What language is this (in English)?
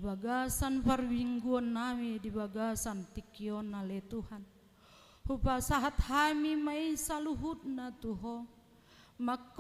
Batak Toba